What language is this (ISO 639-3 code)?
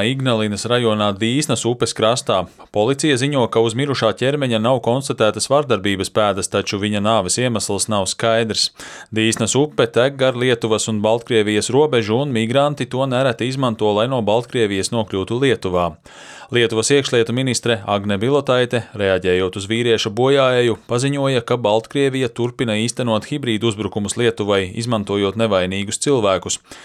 lav